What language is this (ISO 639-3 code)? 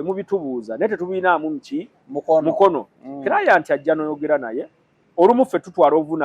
lug